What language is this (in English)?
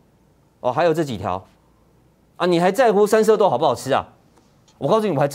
Chinese